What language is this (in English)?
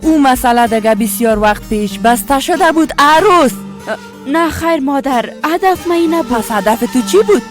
Persian